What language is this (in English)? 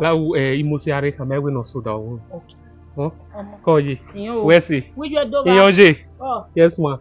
Bini